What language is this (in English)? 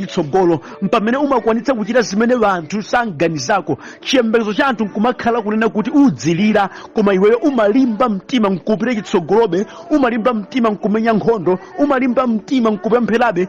Nyanja